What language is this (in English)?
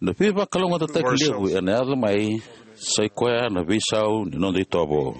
Fijian